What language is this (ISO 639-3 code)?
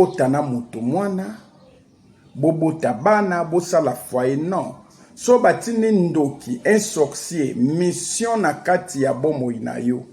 lin